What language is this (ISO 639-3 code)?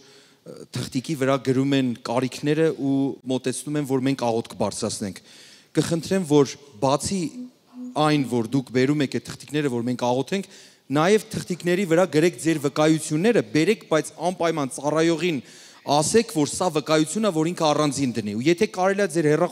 hye